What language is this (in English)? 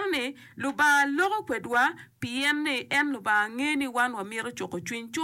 Acoli